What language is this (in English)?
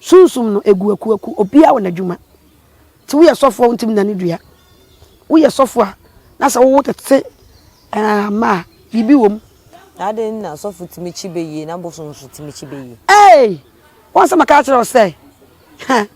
Akan